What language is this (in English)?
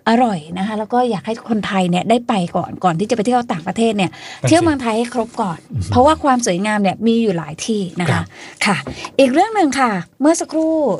Thai